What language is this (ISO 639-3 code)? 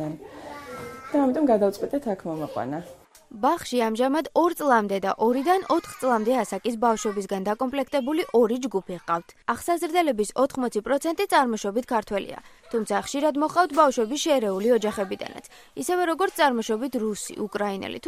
kat